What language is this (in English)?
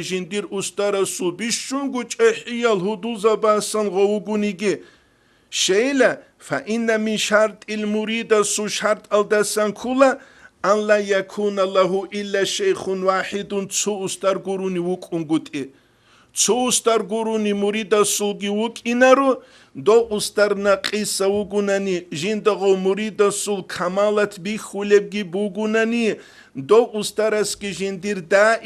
Avaric